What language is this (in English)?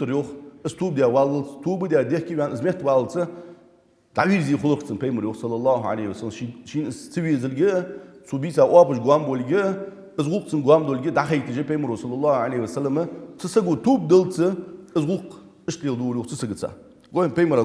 Ingush